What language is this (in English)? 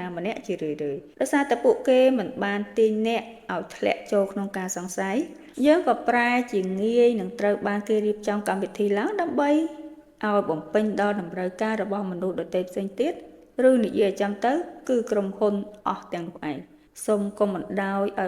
Khmer